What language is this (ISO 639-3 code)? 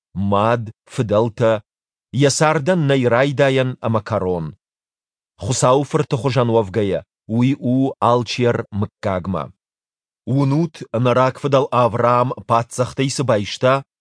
oss